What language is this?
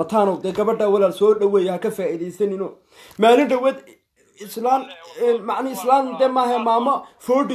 Somali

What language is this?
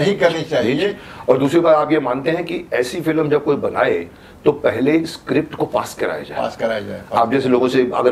Hindi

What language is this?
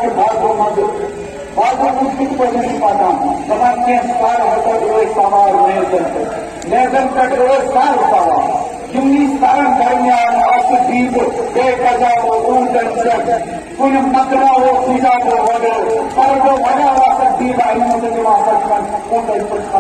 Kashmiri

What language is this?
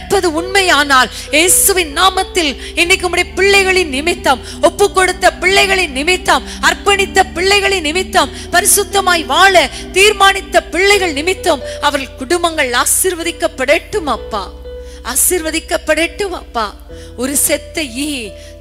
Tamil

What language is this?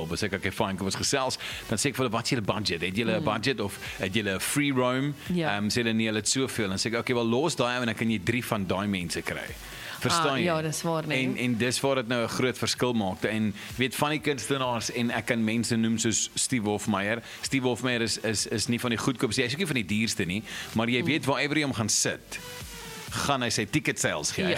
Afrikaans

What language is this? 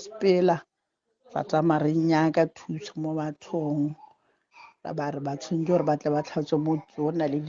Northern Sotho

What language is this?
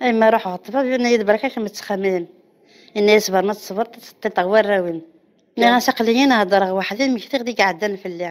Kabyle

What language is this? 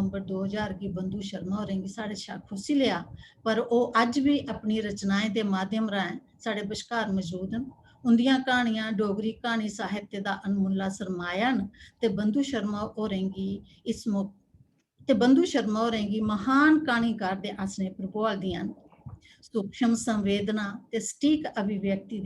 Dogri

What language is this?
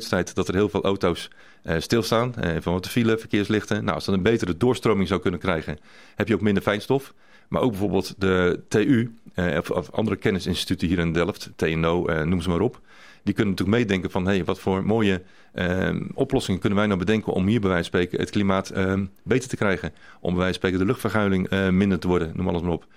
Dutch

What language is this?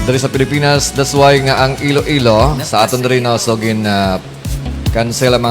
Hiligaynon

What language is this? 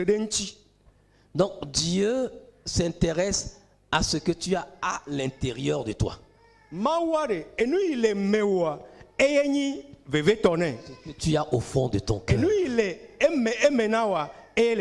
Ewe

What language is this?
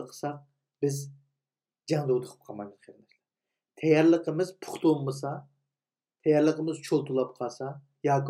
Uyghur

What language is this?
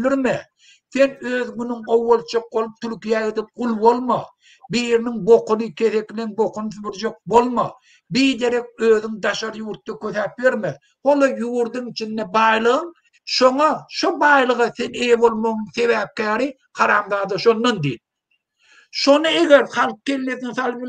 Turkmen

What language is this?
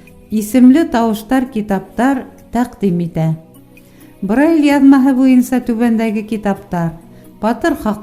Bashkir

